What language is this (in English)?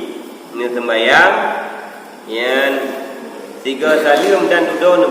Achinese